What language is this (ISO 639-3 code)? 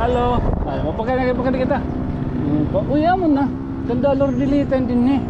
war